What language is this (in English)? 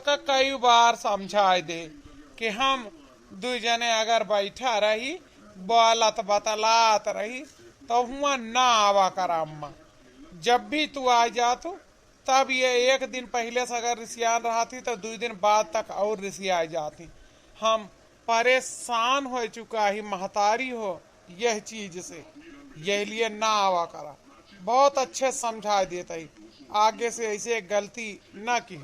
Awadhi